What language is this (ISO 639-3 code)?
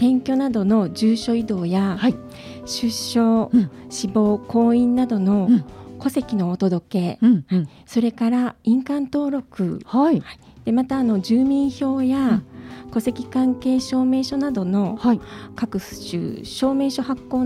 jpn